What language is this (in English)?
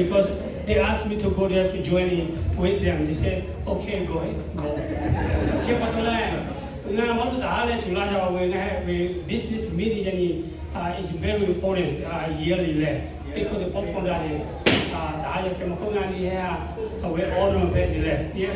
Lahu